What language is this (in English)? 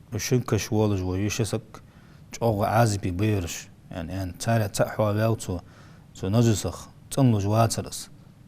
Ingush